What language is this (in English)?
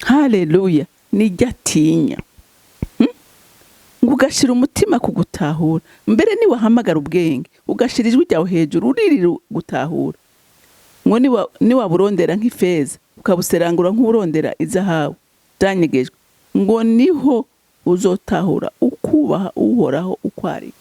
Rundi